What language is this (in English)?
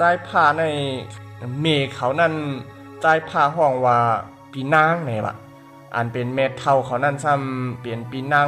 Shan